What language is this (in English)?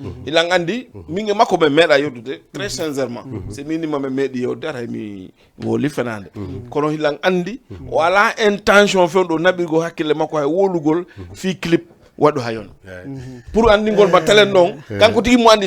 Fula